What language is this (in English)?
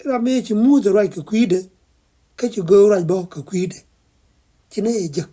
Nuer